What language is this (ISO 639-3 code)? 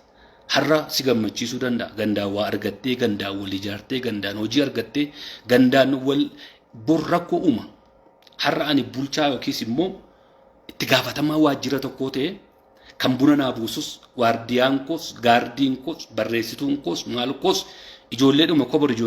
orm